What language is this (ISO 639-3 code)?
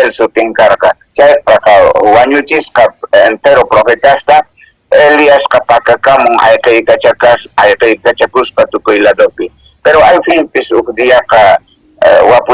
que